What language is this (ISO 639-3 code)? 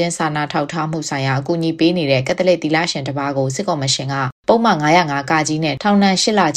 mya